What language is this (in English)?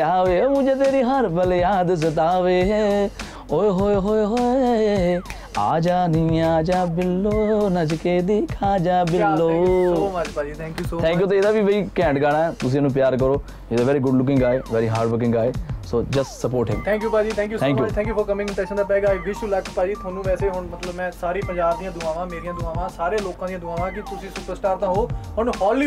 Punjabi